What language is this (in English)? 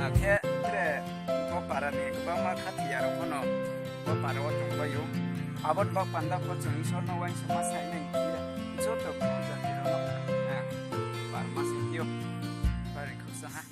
Riang (India)